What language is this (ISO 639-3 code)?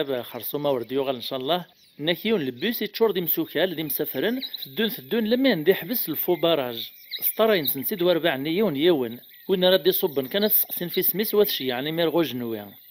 kab